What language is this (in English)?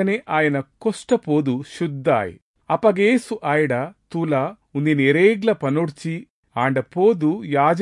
Tulu